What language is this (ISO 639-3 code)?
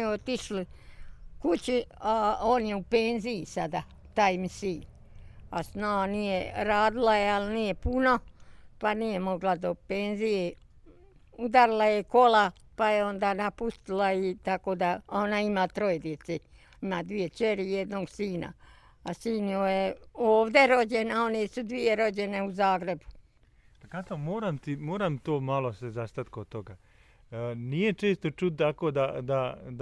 bos